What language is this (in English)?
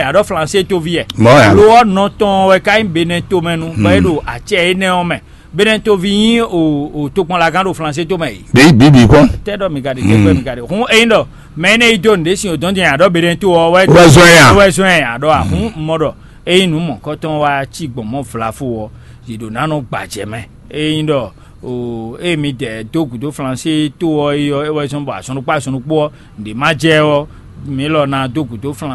Fon